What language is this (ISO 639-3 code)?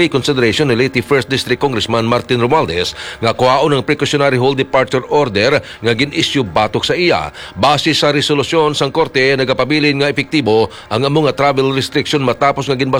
hil